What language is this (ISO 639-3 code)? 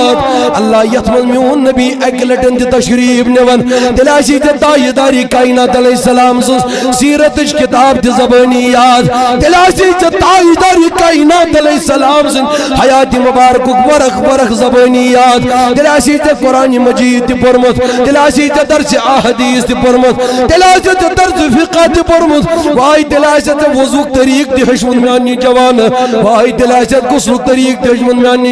kas